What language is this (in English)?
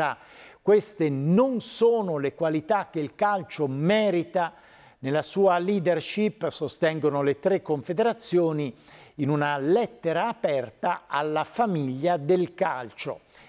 Italian